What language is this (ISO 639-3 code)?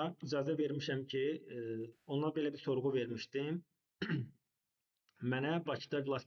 aze